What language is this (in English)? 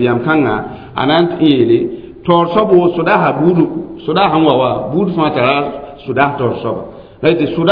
Mossi